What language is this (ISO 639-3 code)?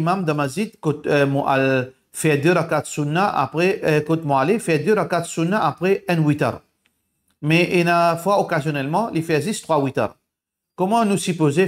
mfe